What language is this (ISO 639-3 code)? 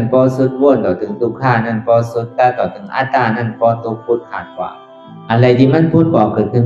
shn